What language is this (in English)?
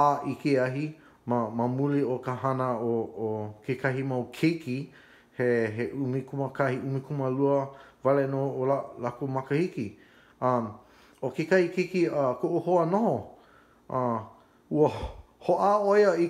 Hawaiian